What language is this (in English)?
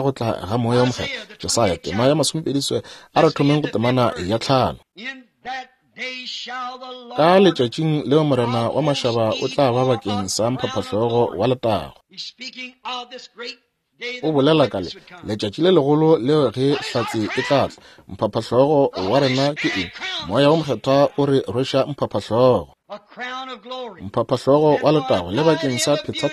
Northern Sotho